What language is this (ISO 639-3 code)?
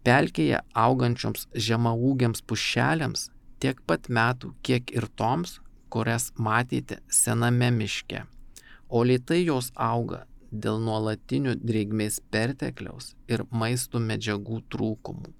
lit